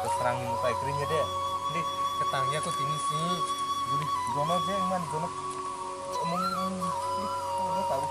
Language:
Kok Borok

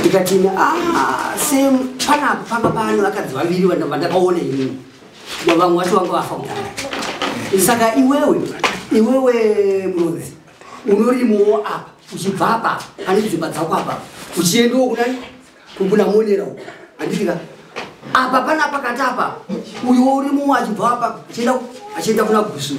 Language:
Shona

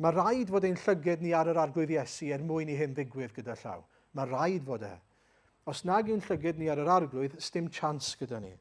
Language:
Welsh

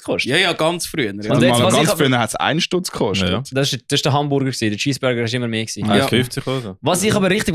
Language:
Swiss German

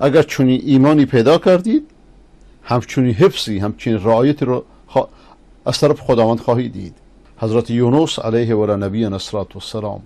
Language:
Persian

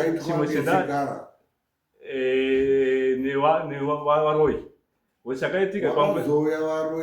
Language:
Shona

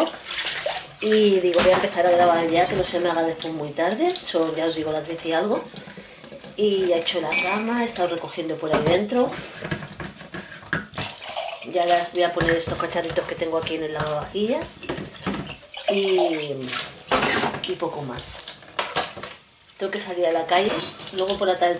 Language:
Spanish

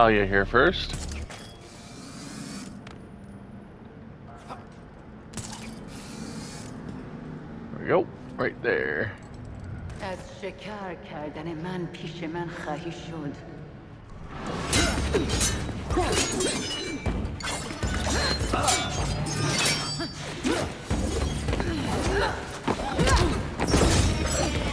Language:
English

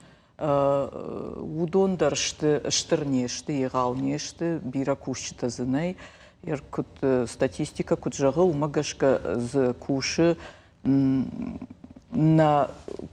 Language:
Ossetic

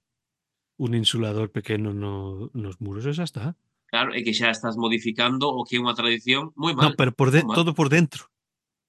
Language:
Galician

